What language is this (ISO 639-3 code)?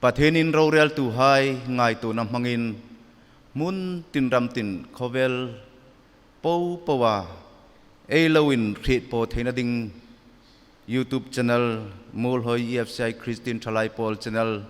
hmr